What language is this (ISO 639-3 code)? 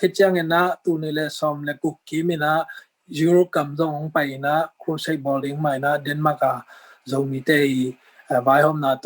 ctd